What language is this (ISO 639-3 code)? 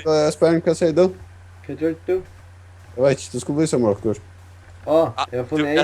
fao